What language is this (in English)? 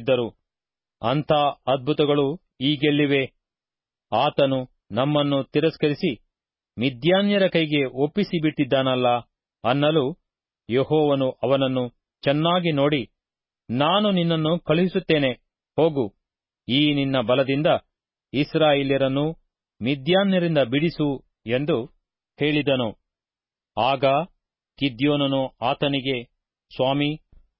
Kannada